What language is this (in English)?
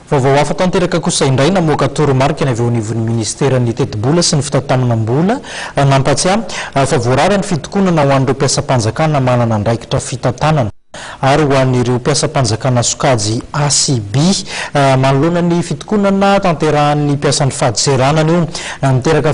Malagasy